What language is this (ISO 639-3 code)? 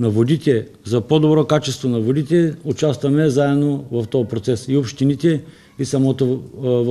bul